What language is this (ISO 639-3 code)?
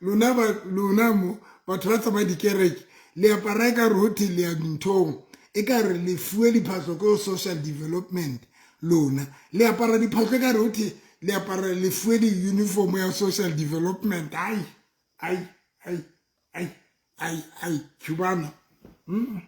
sot